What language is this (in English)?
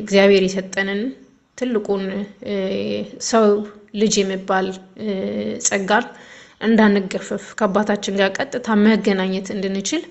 Amharic